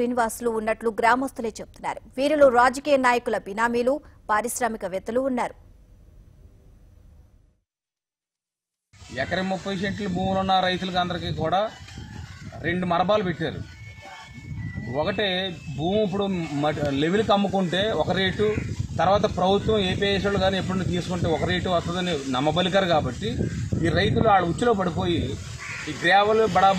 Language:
Telugu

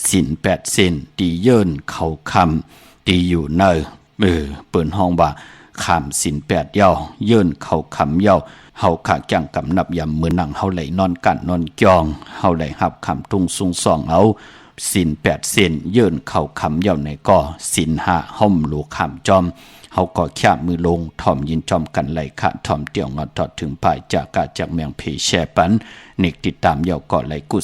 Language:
Shan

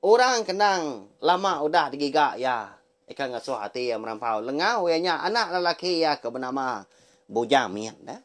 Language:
Iban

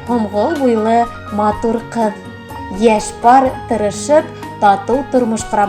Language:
Bashkir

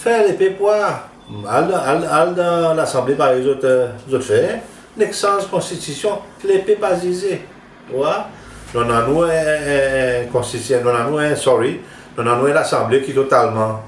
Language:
Seselwa Creole French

